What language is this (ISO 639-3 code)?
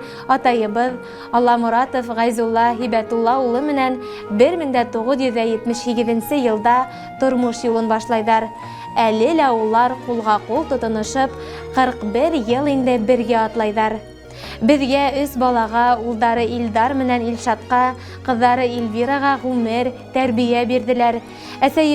bak